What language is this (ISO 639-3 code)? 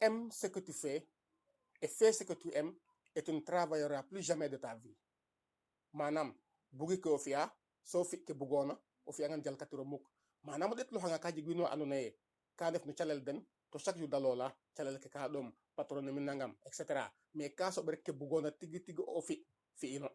srr